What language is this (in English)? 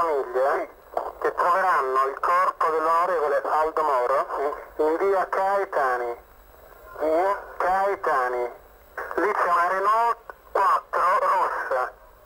Italian